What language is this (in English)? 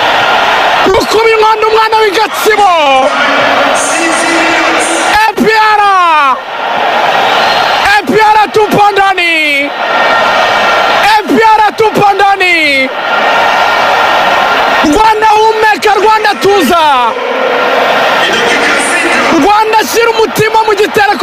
Kinyarwanda